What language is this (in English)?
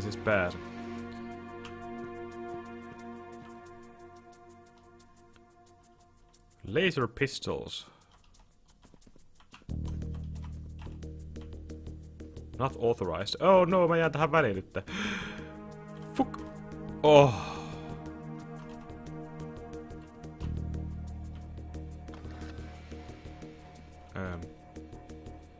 Finnish